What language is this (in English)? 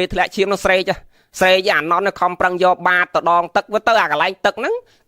Khmer